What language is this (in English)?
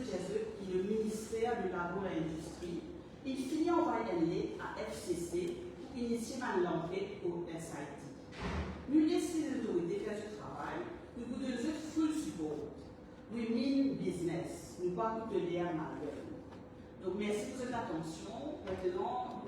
Morisyen